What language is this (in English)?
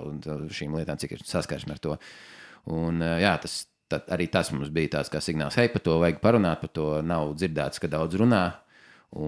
Latvian